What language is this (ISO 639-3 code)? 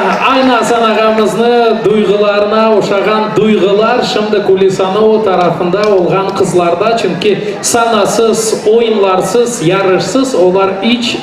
crh